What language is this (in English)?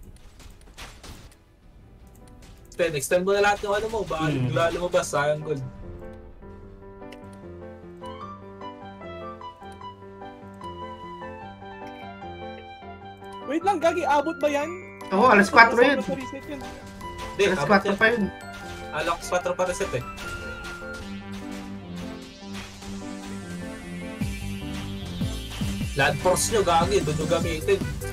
Filipino